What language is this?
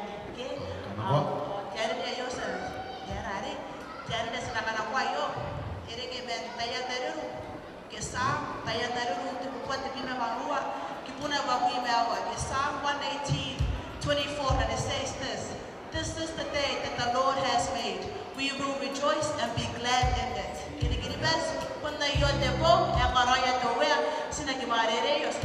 Gilbertese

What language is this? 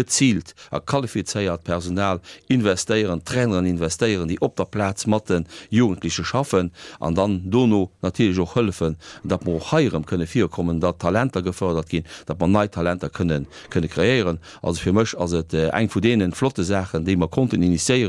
Luxembourgish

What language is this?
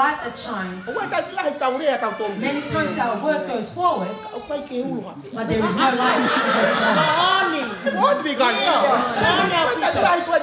Tongan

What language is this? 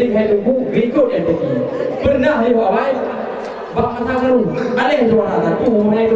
Achinese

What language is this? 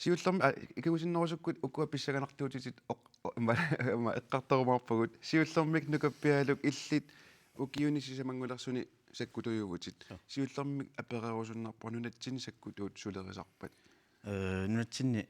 Kalaallisut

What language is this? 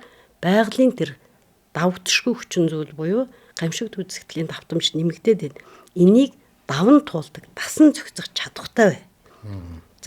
Mongolian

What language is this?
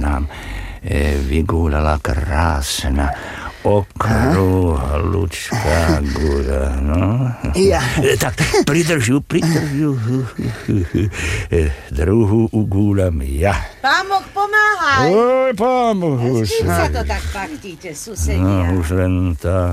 Slovak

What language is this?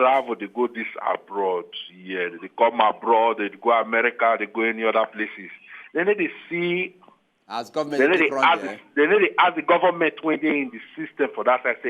Nigerian Pidgin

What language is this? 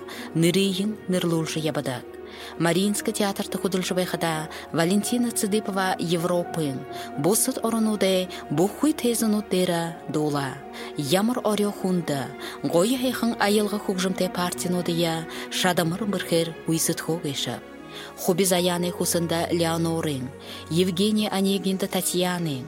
Buriat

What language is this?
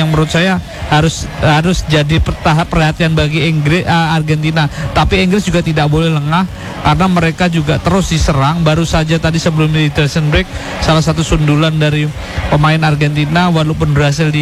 Indonesian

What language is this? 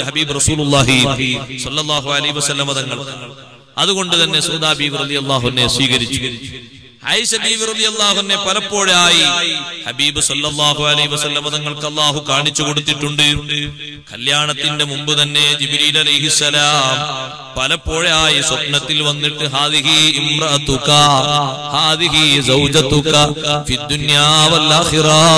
Malayalam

